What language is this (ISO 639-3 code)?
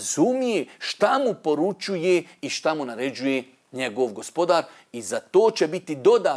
bos